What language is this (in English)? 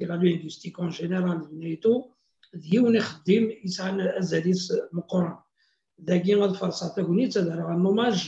Kabyle